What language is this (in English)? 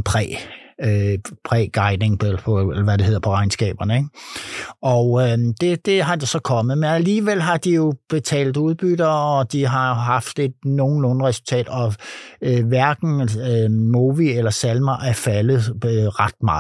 Danish